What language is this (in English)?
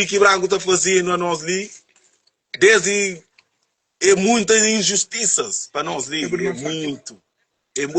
Kabuverdianu